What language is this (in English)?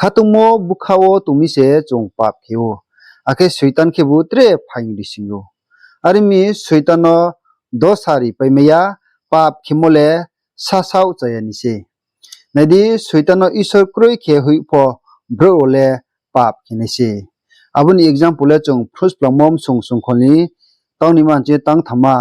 Riang (India)